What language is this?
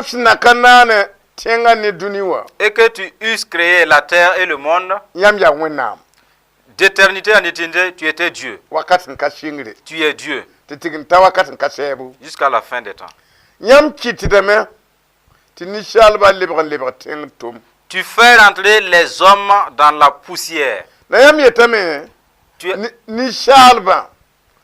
Mossi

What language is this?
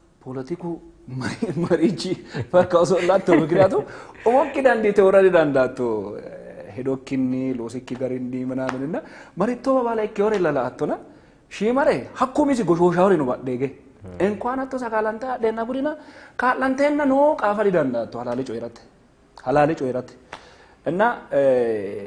Sidamo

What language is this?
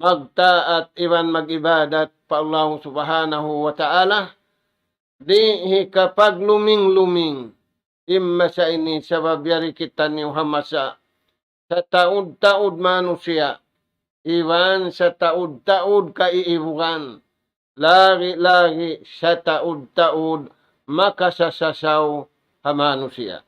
Tausug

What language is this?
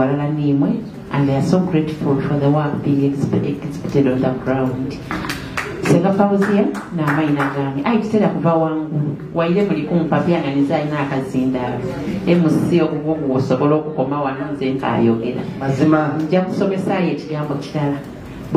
Soga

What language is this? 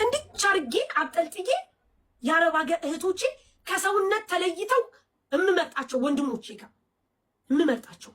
Amharic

